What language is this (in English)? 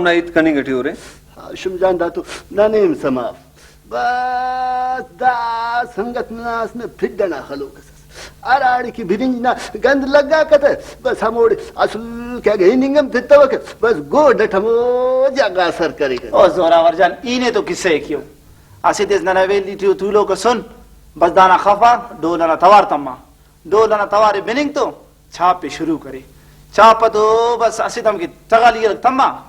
Brahui